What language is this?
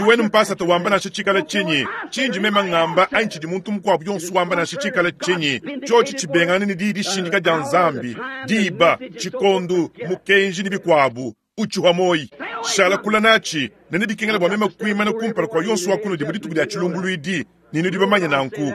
Luba-Lulua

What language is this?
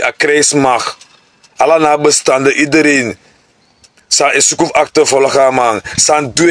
Sranan Tongo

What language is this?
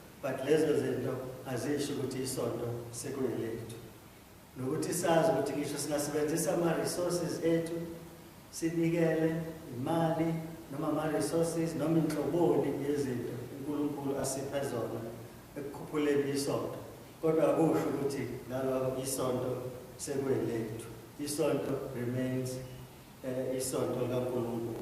Zulu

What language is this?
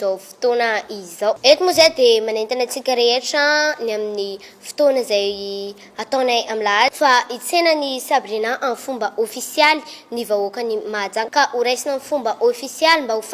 Malagasy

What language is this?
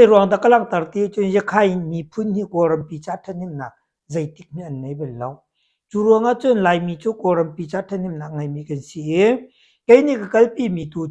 Hakha Chin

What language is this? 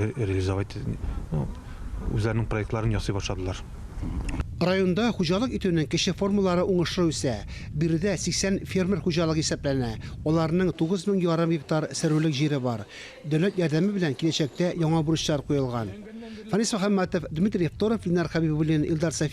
Tatar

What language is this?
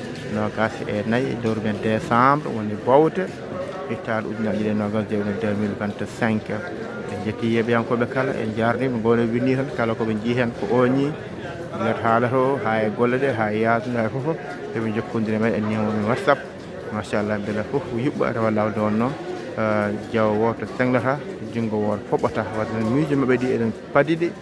Fula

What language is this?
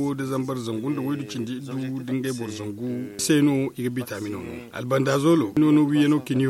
Zarma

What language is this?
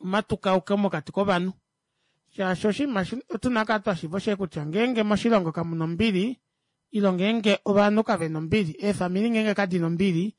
Kuanyama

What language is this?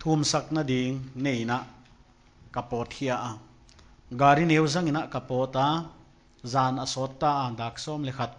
Paite Chin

